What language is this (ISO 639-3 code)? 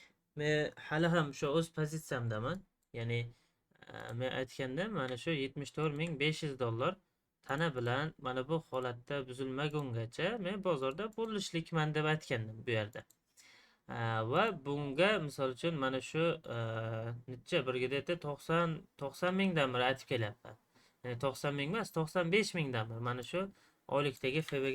uzb